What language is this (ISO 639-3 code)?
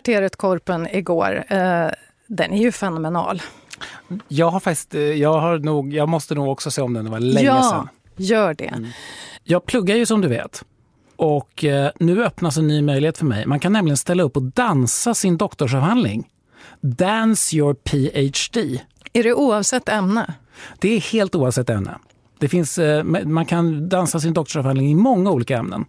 swe